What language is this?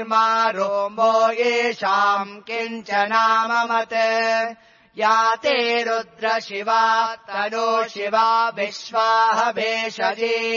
Sanskrit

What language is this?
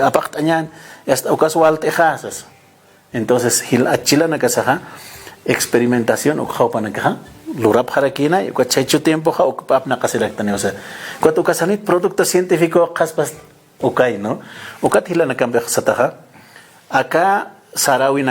Aymara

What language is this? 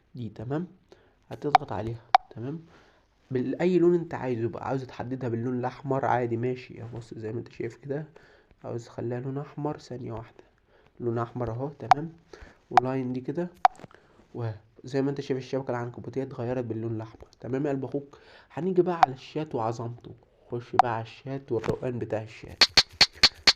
Egyptian Arabic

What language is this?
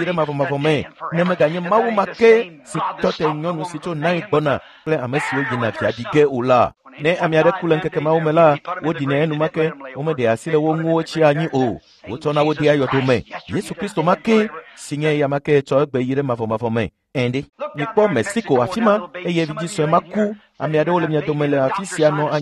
Ewe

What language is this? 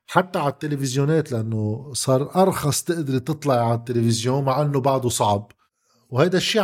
North Levantine Arabic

